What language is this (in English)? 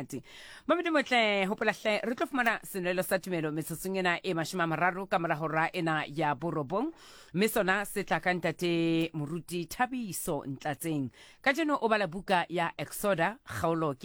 Southern Sotho